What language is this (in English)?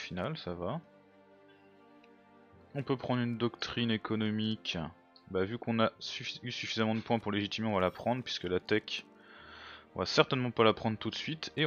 French